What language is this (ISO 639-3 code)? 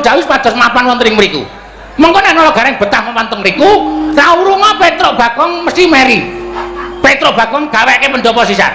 jav